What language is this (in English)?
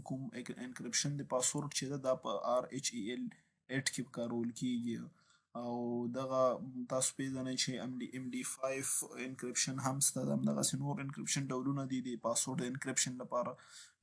Pashto